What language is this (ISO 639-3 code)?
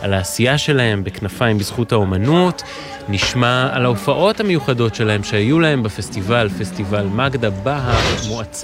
heb